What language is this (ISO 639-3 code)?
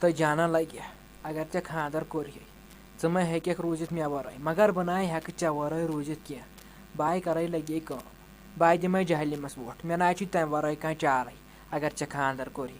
kas